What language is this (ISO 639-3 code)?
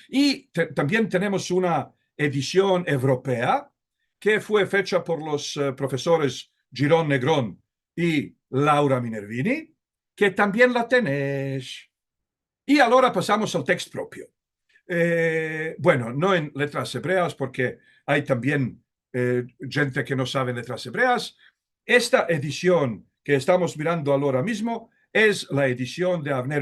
lad